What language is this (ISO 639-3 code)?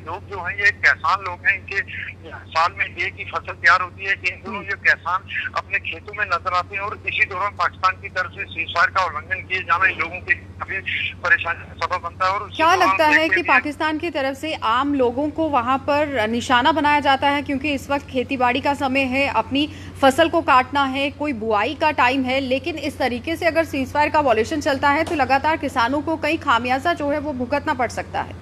hin